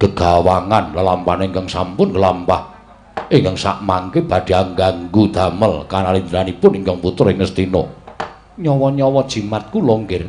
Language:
Javanese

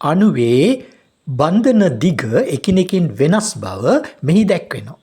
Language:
Sinhala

